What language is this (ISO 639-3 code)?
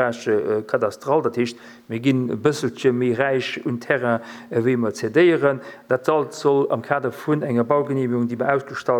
ltz